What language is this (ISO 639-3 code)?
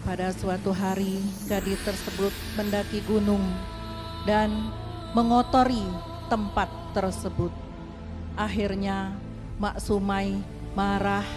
mui